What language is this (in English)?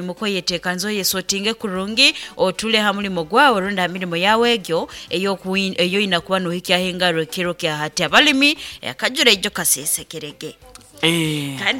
Nyoro